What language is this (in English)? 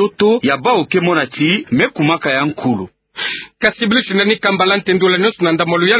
Kituba (Democratic Republic of Congo)